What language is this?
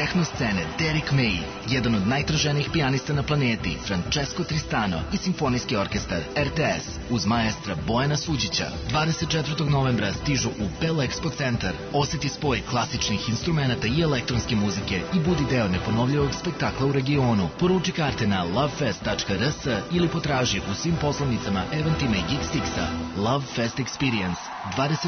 Serbian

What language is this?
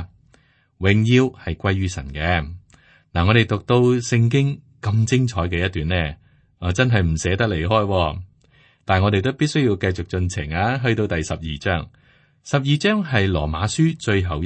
Cantonese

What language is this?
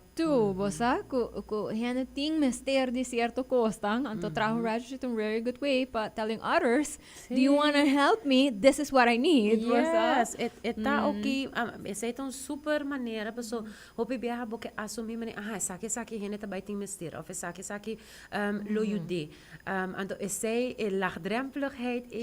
Papiamento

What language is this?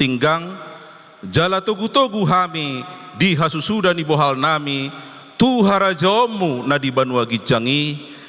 Batak Toba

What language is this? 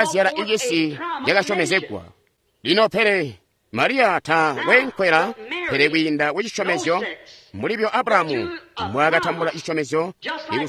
Tonga (Zambia)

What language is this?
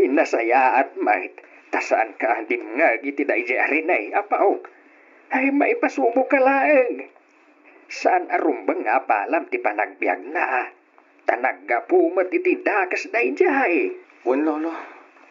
Iloko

